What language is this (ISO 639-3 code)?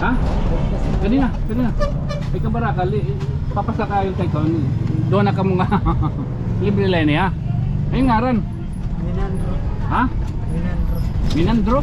war